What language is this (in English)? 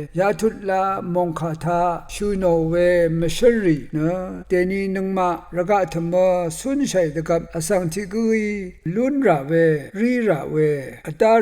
Rawang